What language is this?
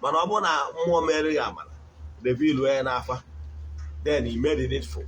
Igbo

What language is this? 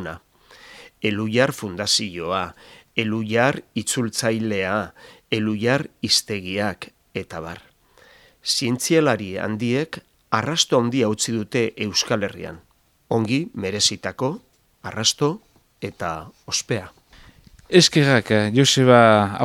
Basque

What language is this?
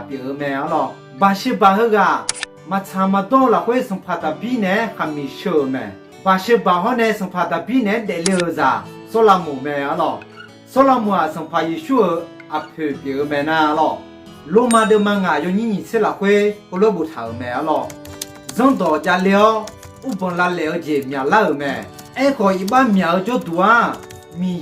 Akha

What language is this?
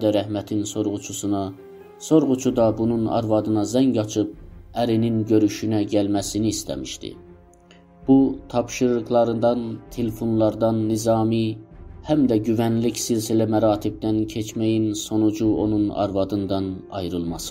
South Azerbaijani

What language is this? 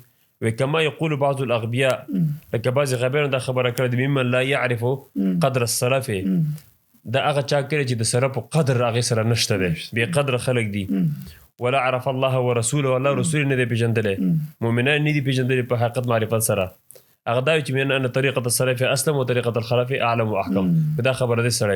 Pashto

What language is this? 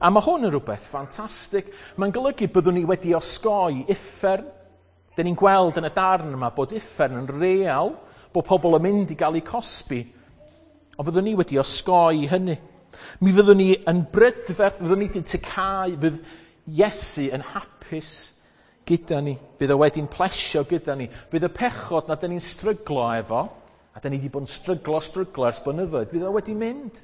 Welsh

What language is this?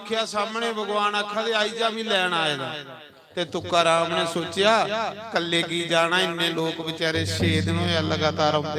Dogri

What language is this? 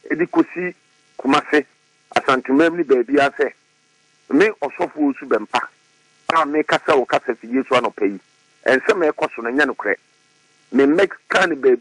Akan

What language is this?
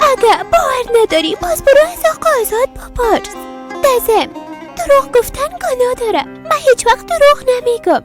Persian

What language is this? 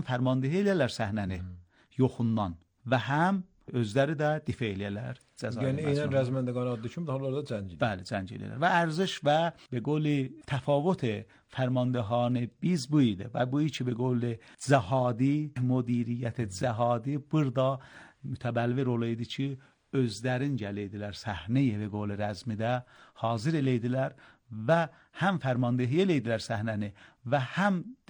Azerbaijani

